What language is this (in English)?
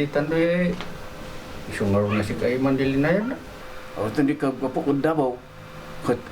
Kankanaey